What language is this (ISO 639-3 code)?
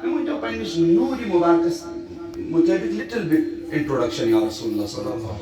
kas